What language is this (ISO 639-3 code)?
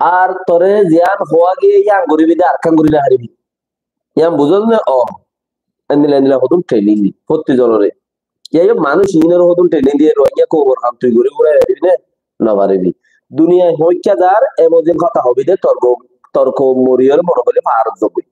rhg